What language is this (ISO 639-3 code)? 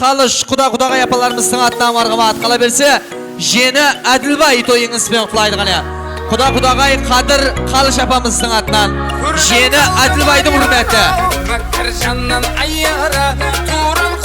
kaa